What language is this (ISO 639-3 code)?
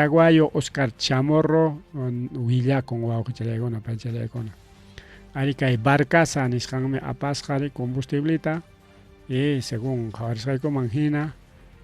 quy